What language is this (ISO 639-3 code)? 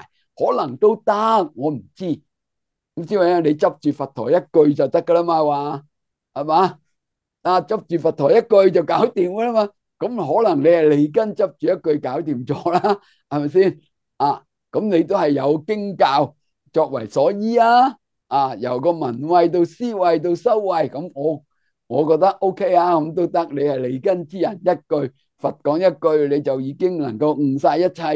yue